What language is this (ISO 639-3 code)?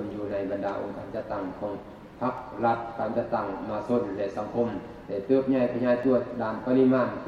lao